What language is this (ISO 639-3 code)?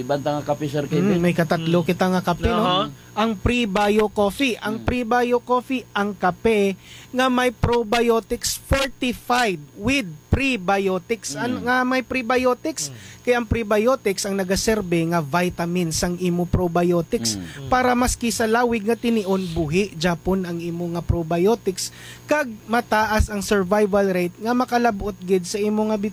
hil